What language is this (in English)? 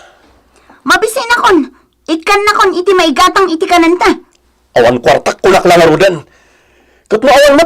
Iloko